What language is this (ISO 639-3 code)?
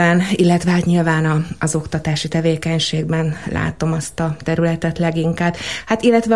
hun